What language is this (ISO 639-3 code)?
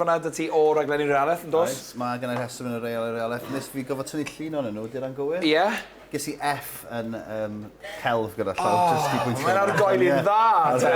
cym